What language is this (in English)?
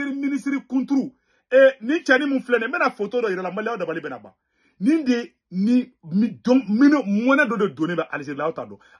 Bambara